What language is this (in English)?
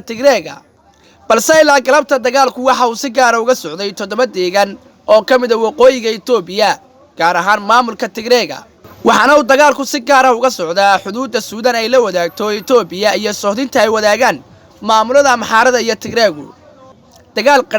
Somali